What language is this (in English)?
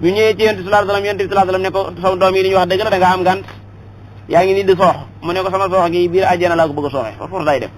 Wolof